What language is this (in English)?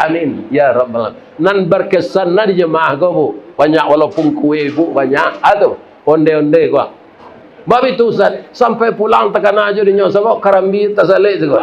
Minangkabau